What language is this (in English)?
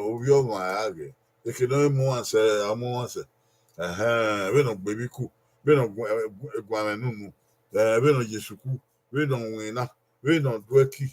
Bini